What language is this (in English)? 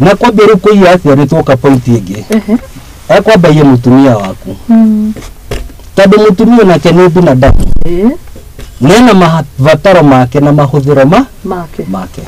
Kikuyu